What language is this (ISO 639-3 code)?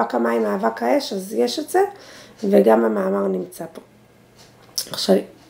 heb